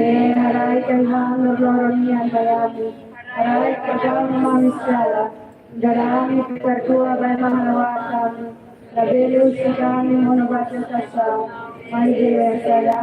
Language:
Tetum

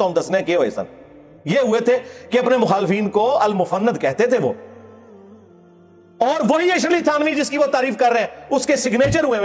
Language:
Urdu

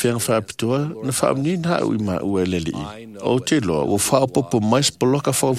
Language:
Samoan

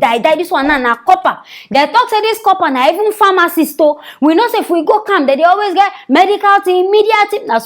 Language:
Nigerian Pidgin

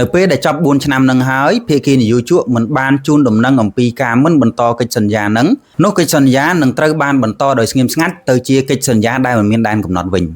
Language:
Khmer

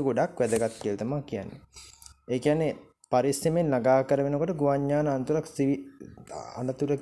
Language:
Sinhala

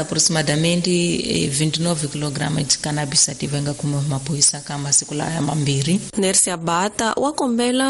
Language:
Tsonga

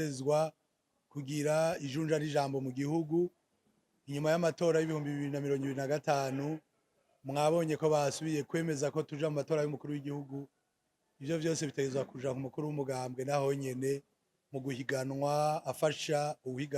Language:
Rundi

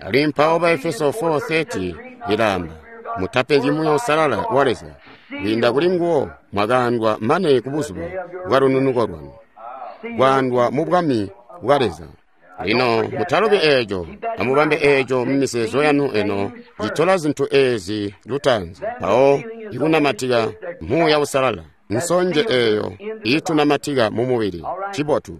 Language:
Tonga (Zambia)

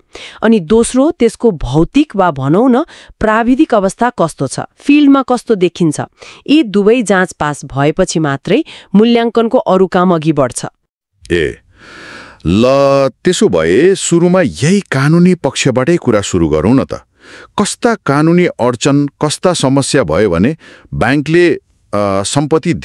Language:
Nepali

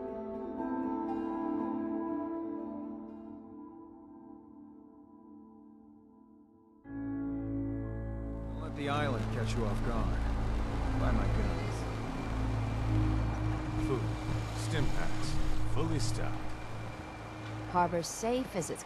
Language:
English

